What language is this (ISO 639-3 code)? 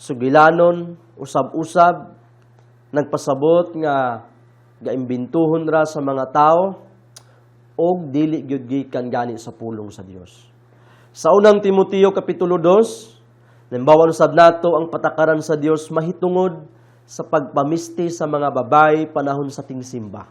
ceb